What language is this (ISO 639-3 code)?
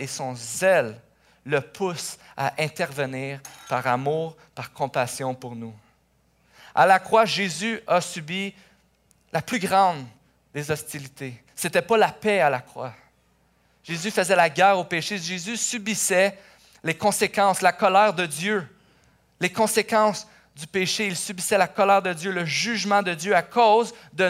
fra